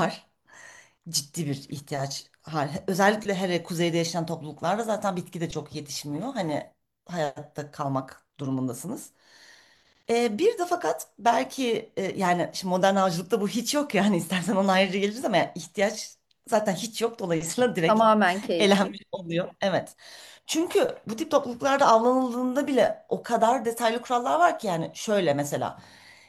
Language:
Turkish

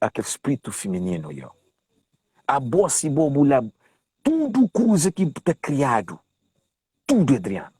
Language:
Kabuverdianu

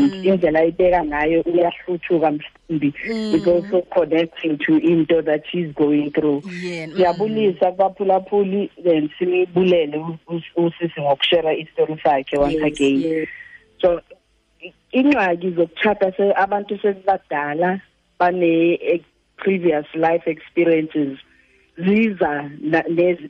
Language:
Xhosa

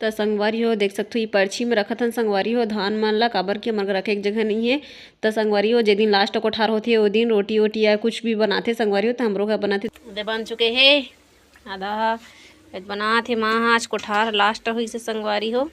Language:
Chhattisgarhi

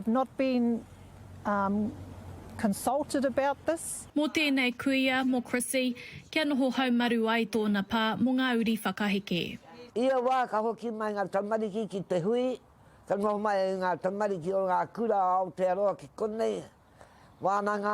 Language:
Māori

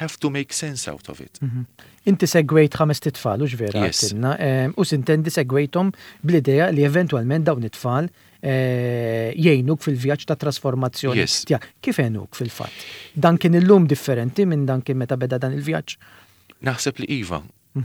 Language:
Maltese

